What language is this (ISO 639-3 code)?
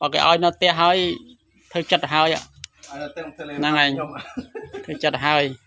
khm